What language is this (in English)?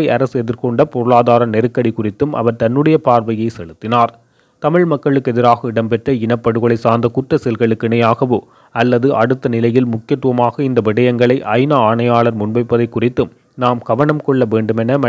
Tamil